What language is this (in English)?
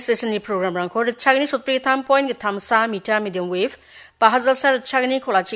Garo